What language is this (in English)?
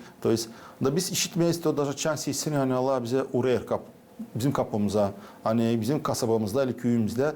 Gagauz